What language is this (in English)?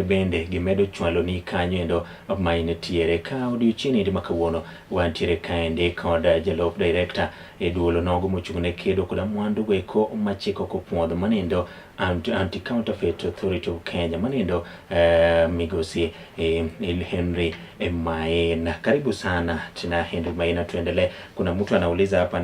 Luo (Kenya and Tanzania)